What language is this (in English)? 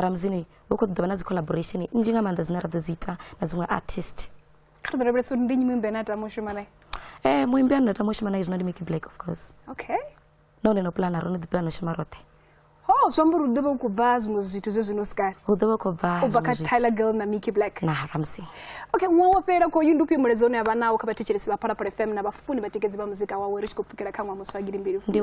Venda